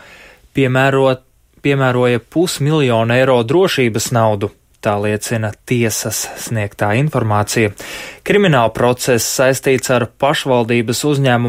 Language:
Latvian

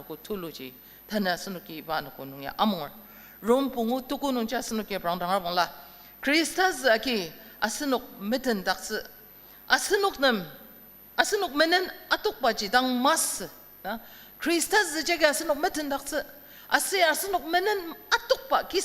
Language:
Ao Naga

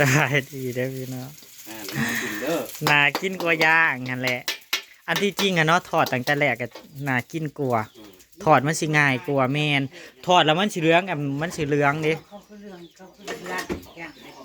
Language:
Northeastern Thai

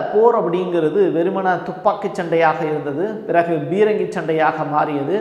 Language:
Tamil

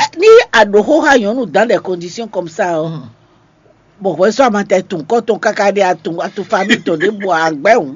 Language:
Fon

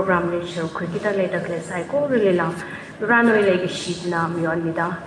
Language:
Tangkhul Naga (India)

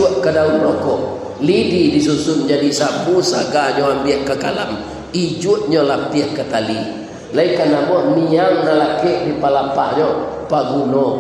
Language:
Minangkabau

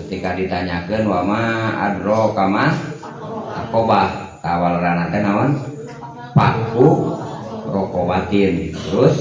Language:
Sundanese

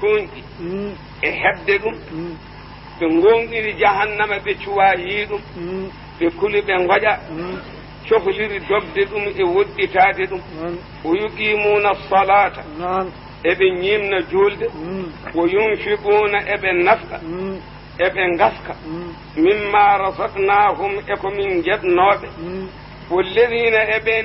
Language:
Fula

